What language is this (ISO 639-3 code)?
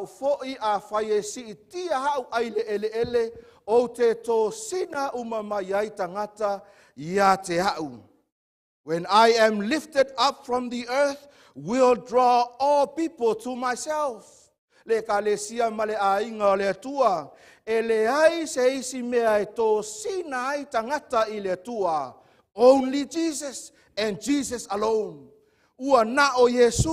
smo